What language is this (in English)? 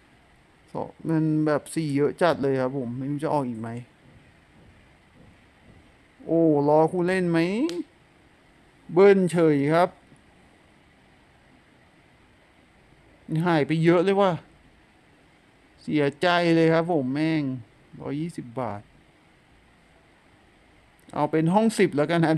Thai